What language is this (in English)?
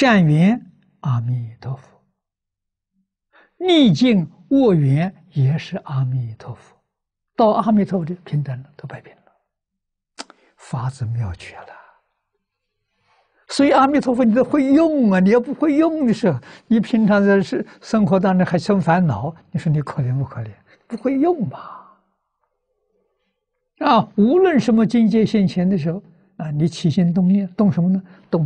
Chinese